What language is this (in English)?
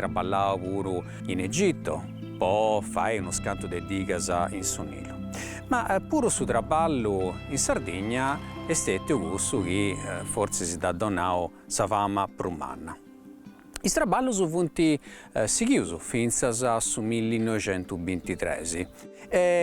Sardinian